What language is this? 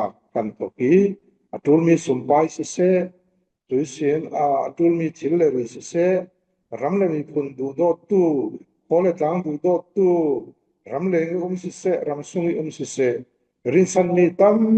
Falam Chin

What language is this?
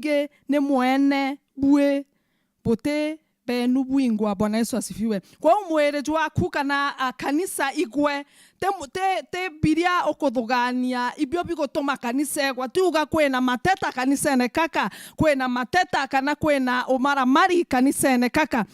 Meru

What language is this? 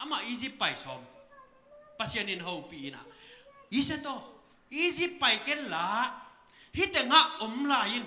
Tedim Chin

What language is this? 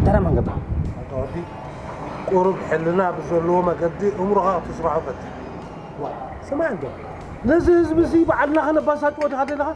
Tigrinya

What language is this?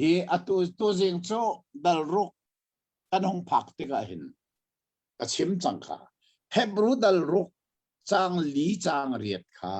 Hakha Chin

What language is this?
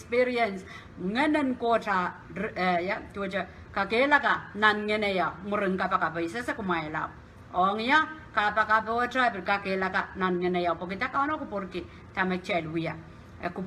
Pohnpeian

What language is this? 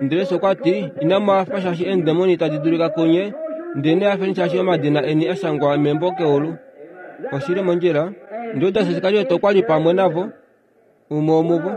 Kuanyama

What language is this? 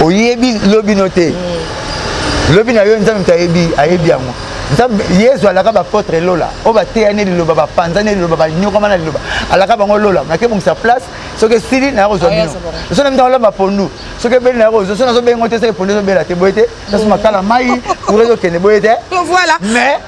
Lingala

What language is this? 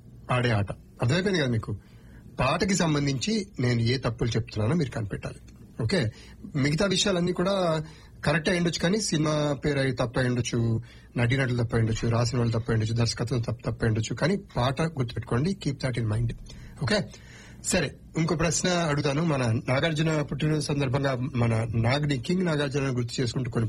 Telugu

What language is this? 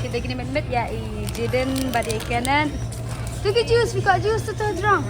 Khasi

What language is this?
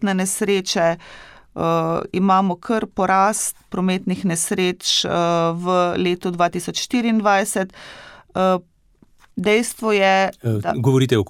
Slovenian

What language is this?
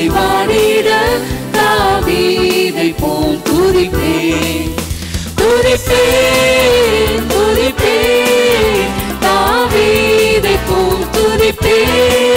Tamil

